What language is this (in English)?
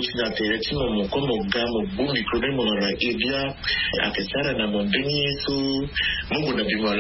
Sango